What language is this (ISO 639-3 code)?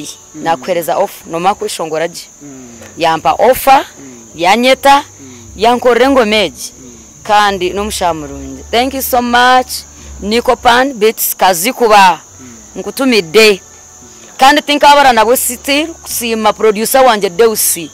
nyn